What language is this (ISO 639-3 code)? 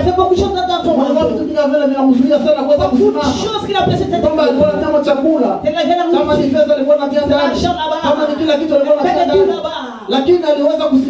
swa